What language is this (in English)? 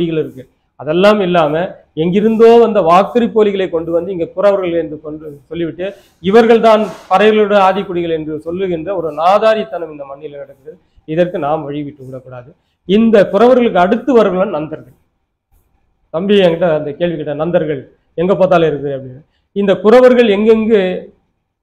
Tamil